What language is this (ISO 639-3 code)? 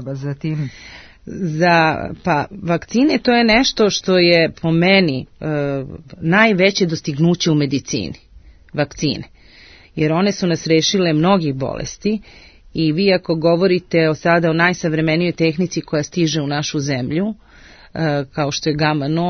srp